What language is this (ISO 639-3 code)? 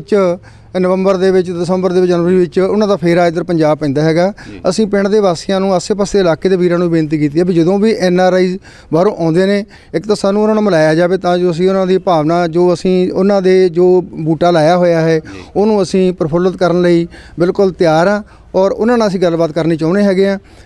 pan